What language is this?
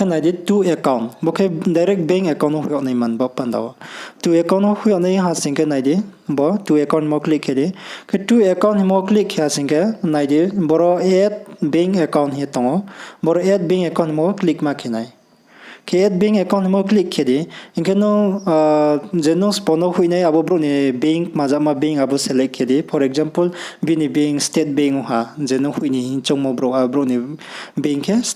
Riang (India)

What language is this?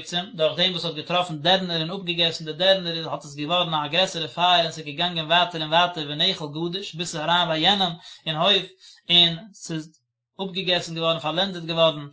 Yiddish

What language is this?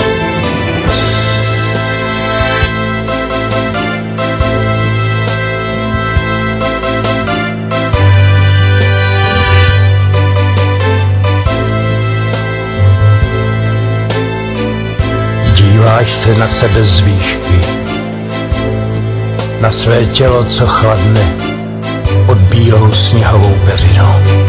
Czech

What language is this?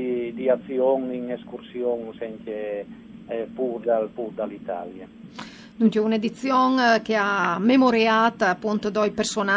Friulian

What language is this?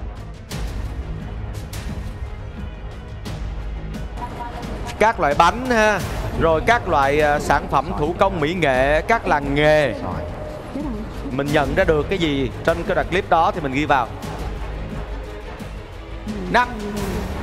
Vietnamese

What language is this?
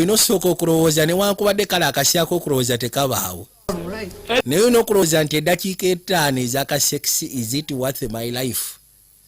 Ganda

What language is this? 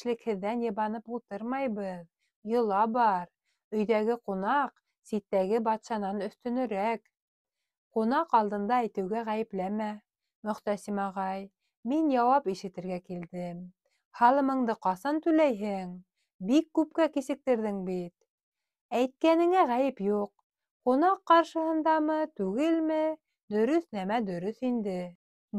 Bashkir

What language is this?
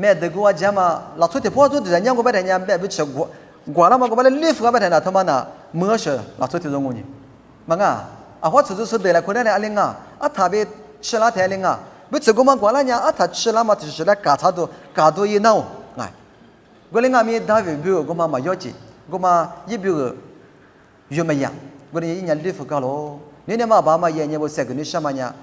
Lisu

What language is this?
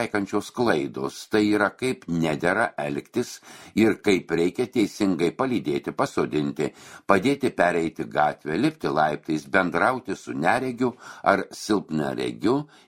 Lithuanian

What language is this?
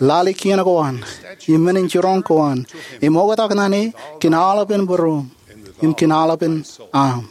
Marshallese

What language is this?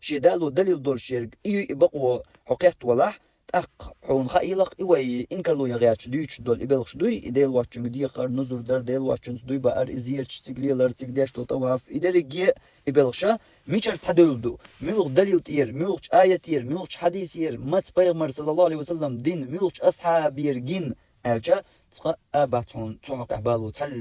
Chechen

